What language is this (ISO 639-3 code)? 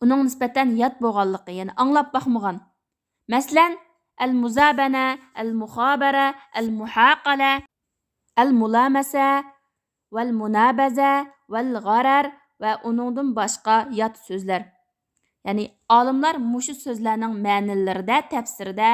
uig